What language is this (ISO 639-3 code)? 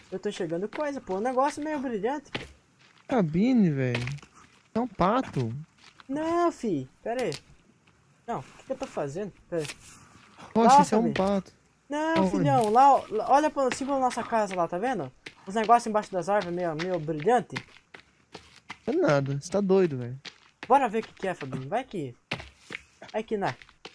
por